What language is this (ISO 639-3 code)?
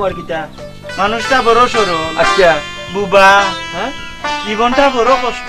syl